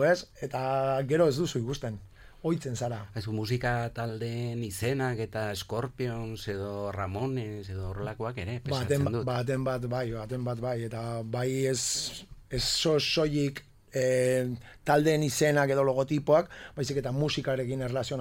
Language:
Basque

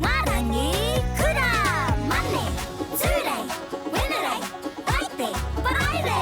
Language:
Māori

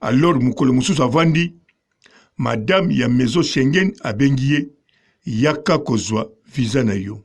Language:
Lingala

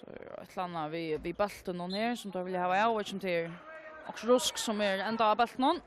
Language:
Faroese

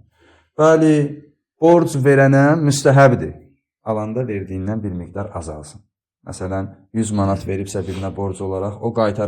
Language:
Azerbaijani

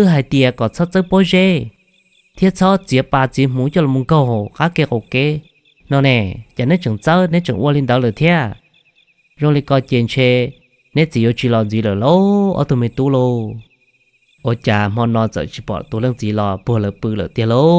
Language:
Hmong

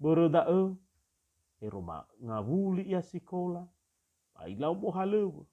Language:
Nias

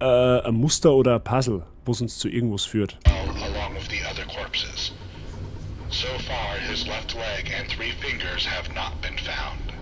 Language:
Bavarian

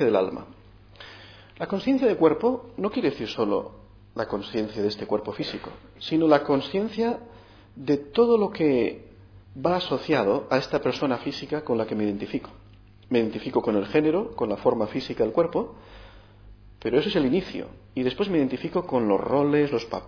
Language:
Spanish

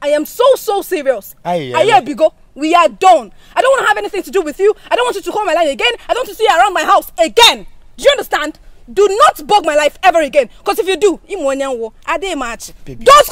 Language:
Igbo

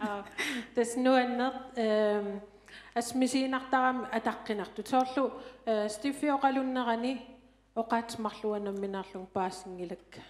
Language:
Kalaallisut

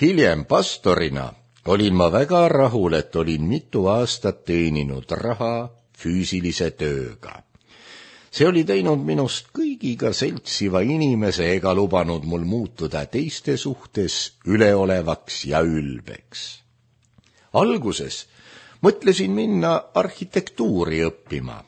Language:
Estonian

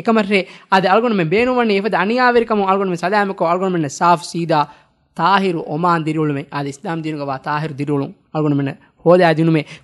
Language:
Divehi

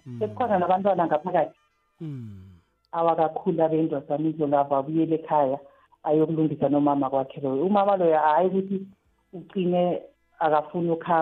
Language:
South Ndebele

